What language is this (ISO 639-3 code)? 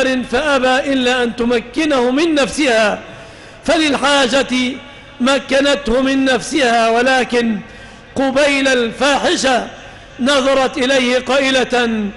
ara